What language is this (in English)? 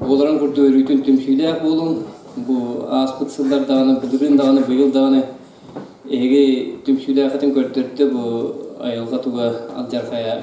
Yakut